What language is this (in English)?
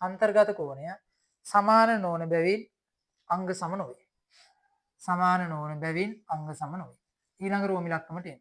Sinhala